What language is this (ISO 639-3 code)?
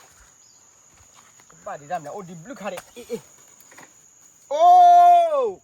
ksw